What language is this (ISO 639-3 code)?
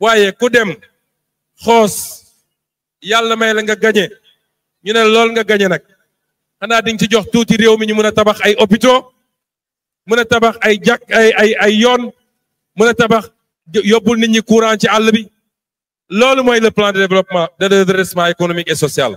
wol